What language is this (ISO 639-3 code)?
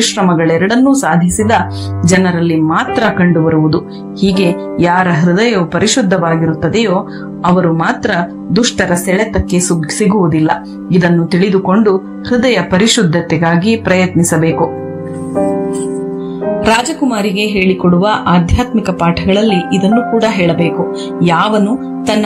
kan